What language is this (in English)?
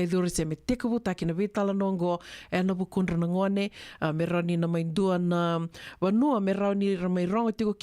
Fijian